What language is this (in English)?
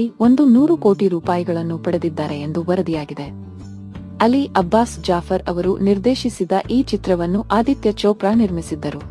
Kannada